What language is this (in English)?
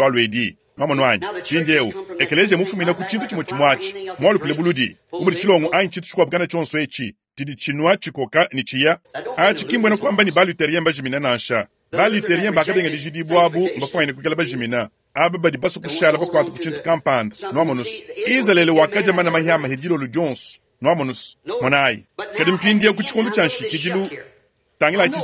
Luba-Lulua